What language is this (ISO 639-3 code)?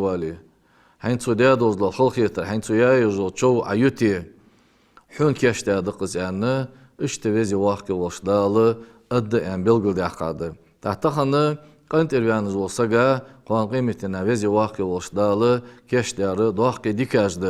inh